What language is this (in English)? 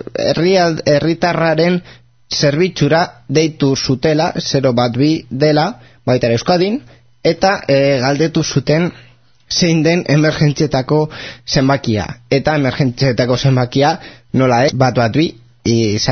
Basque